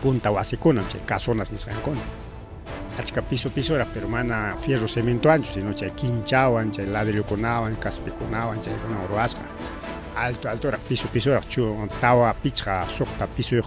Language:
Ayacucho Quechua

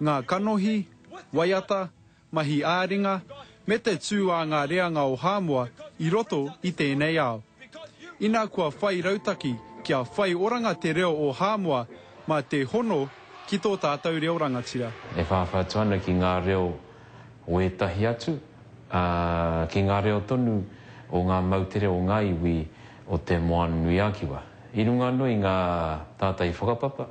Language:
Māori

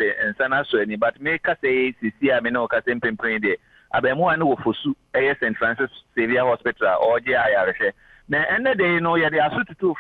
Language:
Akan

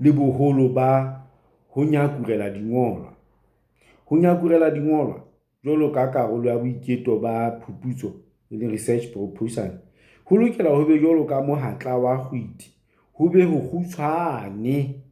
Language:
Southern Sotho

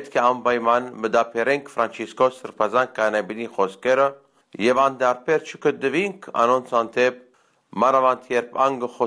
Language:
Armenian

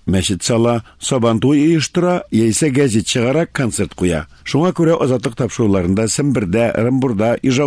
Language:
Tatar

